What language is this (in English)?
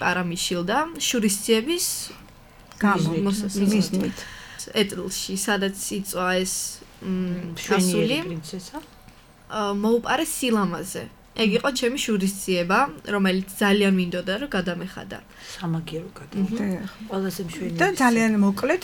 Georgian